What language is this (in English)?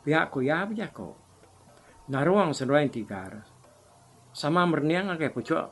Iban